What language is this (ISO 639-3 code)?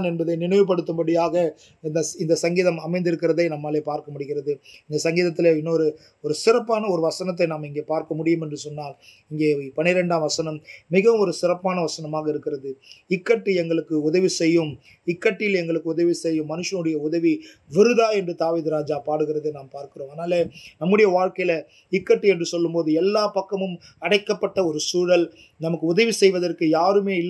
tam